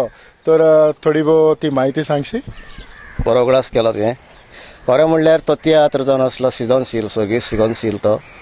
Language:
Konkani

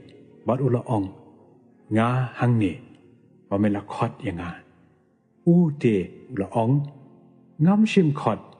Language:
Khasi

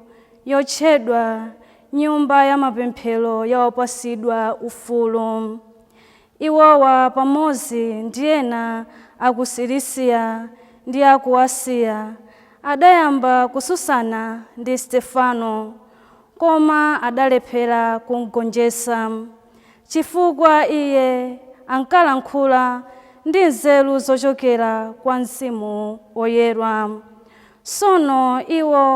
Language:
Nyanja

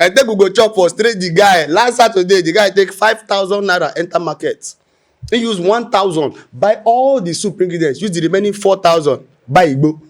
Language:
Nigerian Pidgin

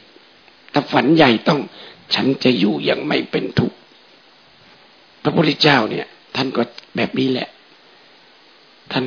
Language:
Thai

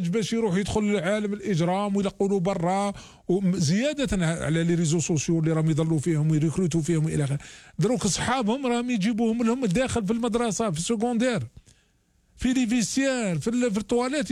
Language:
Algerian Arabic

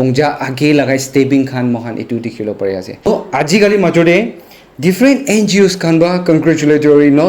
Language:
Naga Pidgin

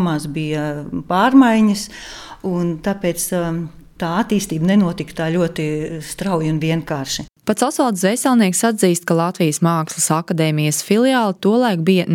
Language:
Latvian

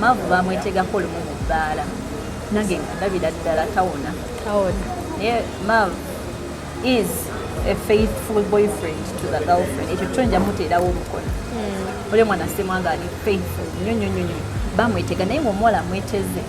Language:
Ganda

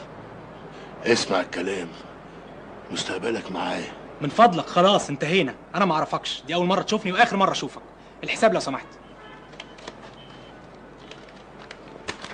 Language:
Egyptian Arabic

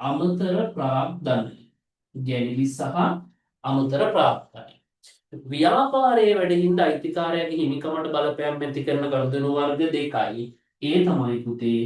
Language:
Sinhala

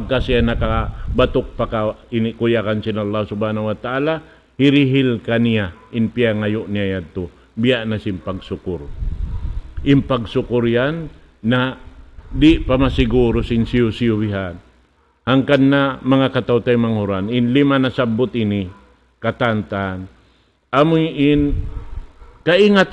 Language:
Tausug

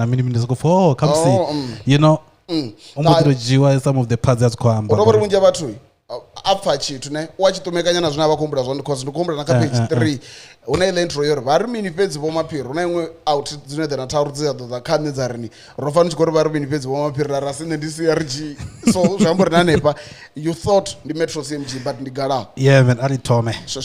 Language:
Venda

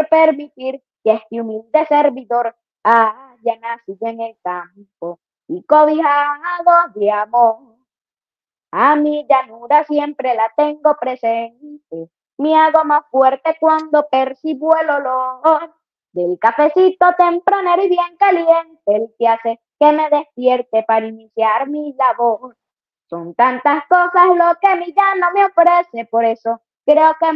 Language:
Spanish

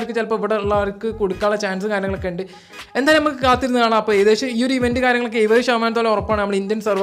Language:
Malayalam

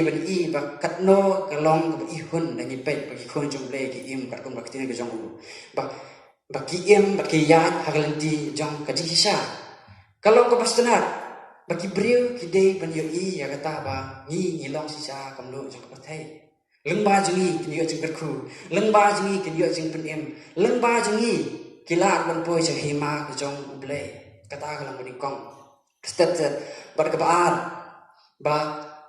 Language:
Khasi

